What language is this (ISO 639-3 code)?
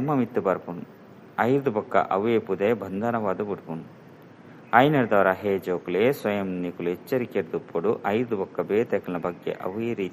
tcy